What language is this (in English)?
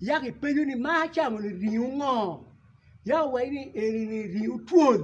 Acoli